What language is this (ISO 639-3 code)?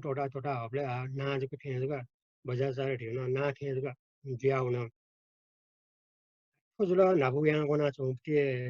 new